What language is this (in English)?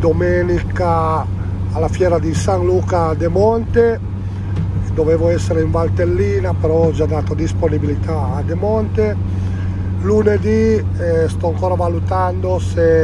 Italian